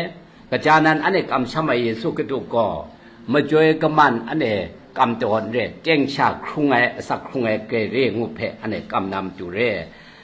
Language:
Kachin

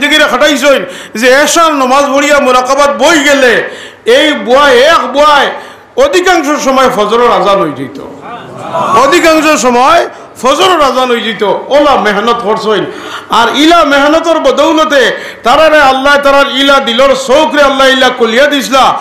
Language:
Sylheti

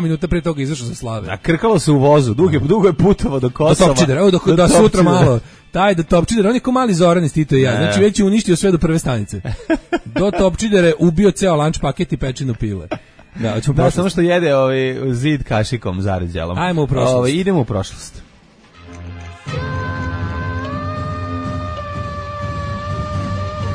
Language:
Serbian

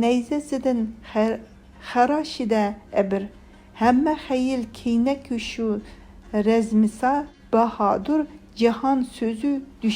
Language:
Uyghur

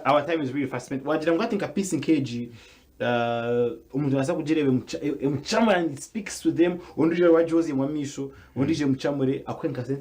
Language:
Nyankole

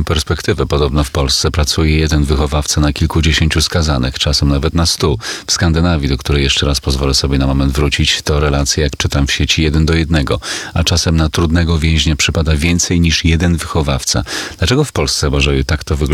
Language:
Polish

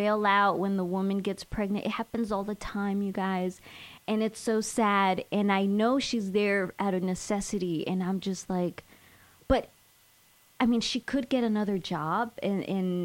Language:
English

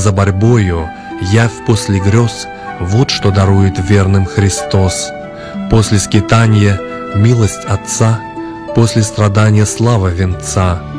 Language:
Russian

